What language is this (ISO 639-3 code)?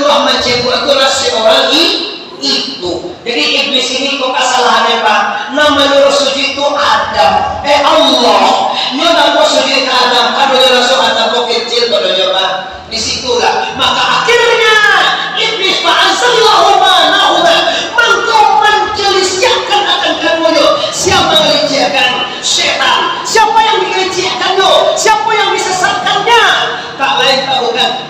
min